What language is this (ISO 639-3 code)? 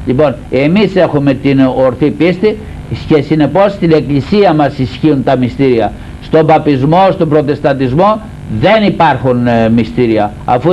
ell